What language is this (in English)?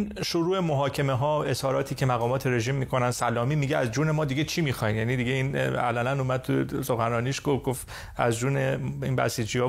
Persian